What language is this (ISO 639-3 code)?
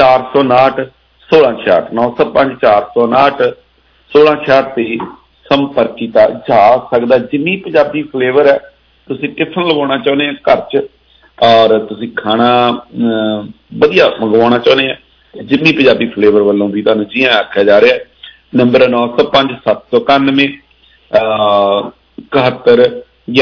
pan